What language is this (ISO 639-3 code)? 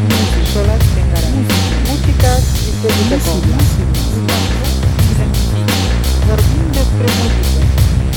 eus